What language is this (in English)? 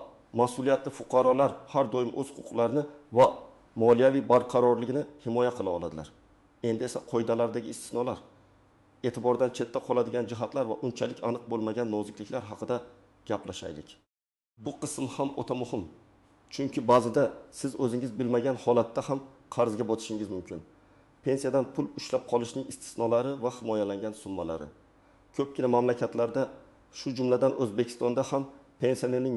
Uzbek